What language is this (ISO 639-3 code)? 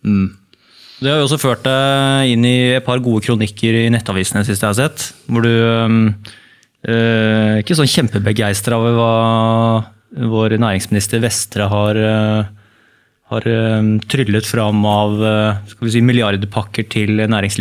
nor